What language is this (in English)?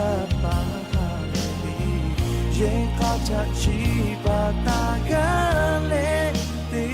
Lahu